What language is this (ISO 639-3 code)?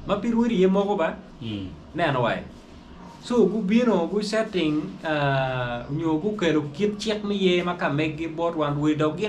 ach